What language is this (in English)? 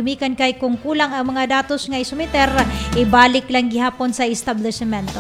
Cebuano